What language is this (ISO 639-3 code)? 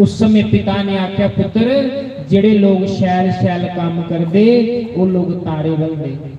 doi